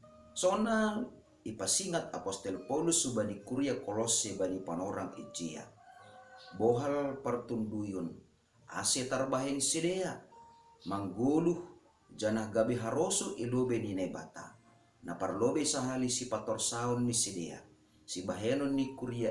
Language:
Batak Simalungun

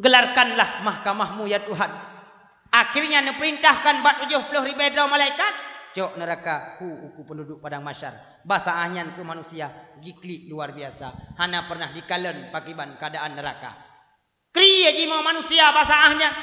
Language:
Achinese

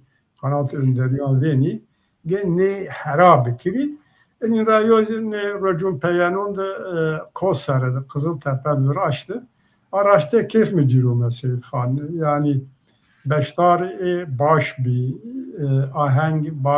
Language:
Zaza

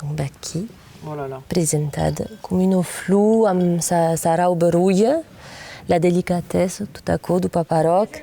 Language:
Occitan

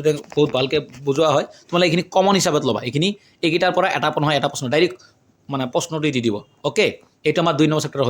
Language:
Assamese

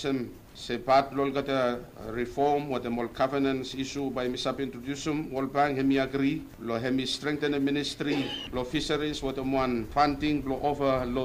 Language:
Bislama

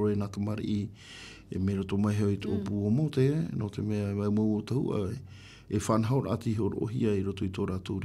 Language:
Tahitian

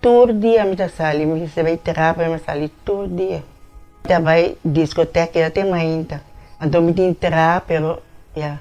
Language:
Papiamento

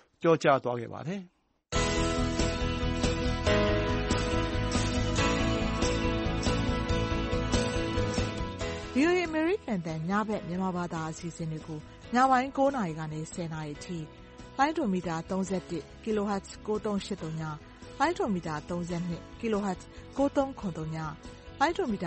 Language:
Burmese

